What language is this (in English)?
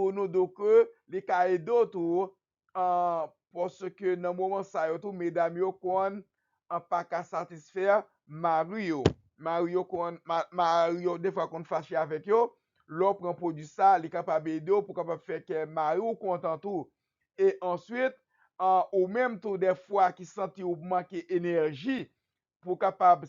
Haitian Creole